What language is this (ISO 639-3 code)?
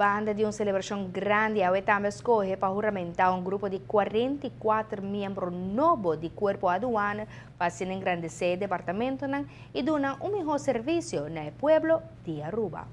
pap